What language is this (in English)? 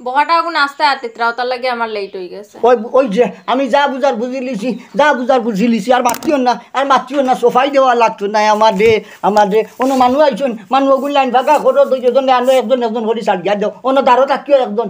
Sylheti